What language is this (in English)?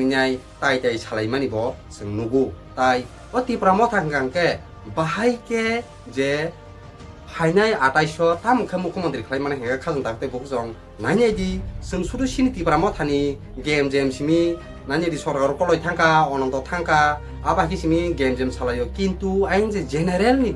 Kok Borok